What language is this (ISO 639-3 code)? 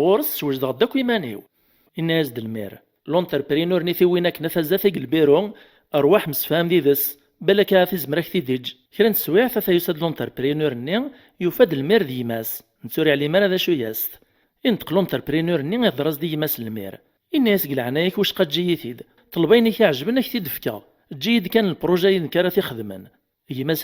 kab